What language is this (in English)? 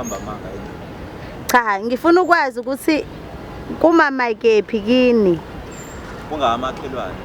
Zulu